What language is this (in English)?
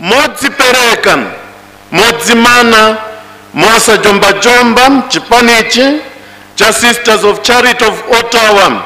Nyanja